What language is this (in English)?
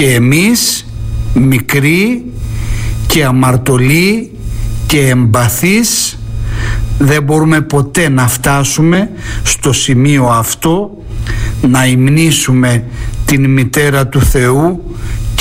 Greek